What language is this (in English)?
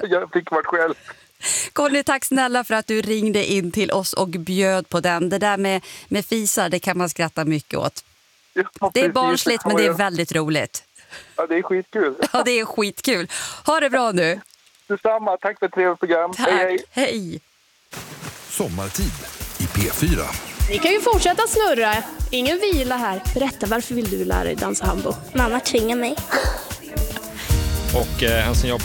Swedish